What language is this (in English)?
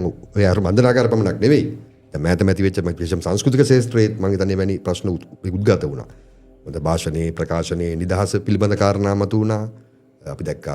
Sinhala